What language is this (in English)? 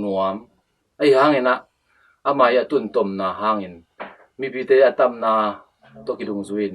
Tedim Chin